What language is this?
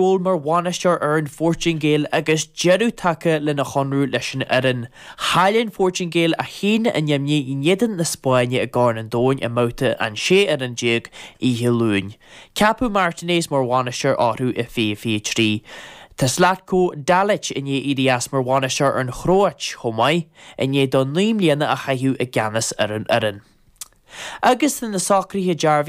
Irish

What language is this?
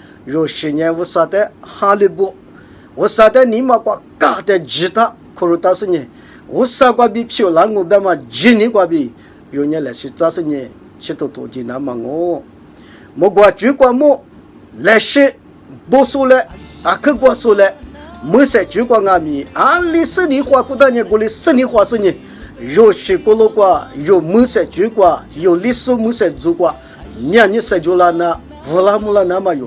Lisu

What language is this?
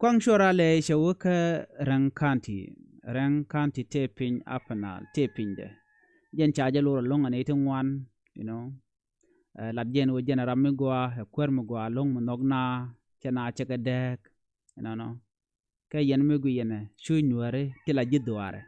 Nuer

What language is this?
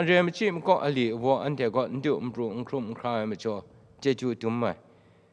Kachin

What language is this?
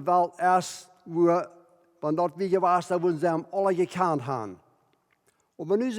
Plautdietsch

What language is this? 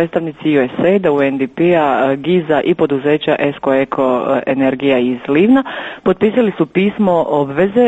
Croatian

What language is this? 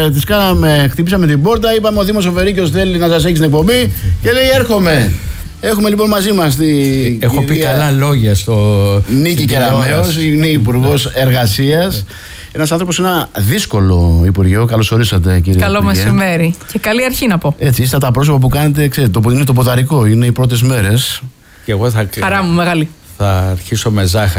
Greek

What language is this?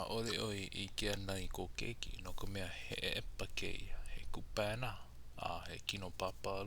Hawaiian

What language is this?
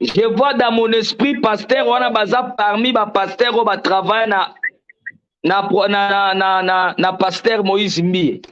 Lingala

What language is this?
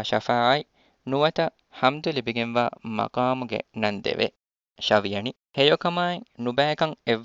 Divehi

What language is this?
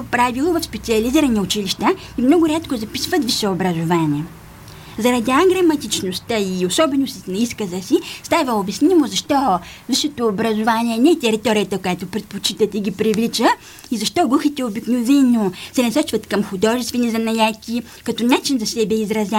Bulgarian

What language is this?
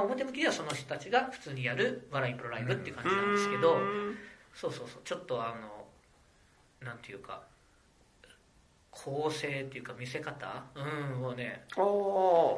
Japanese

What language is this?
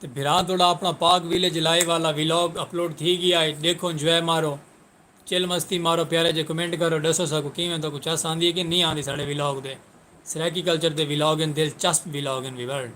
Saraiki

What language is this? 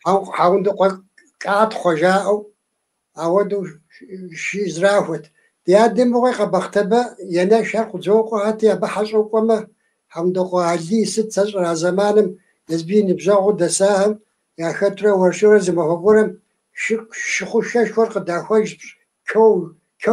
Kabardian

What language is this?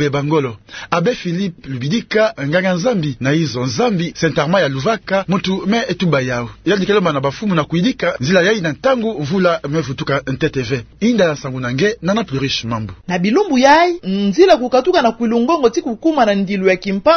Kituba (Democratic Republic of Congo)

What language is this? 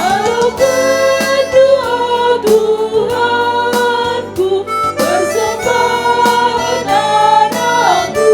Batak Karo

